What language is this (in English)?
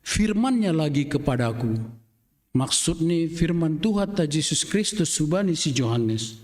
Batak Simalungun